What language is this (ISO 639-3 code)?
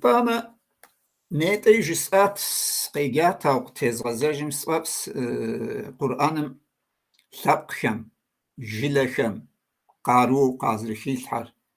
kbd